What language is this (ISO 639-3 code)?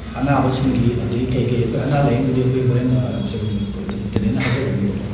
mni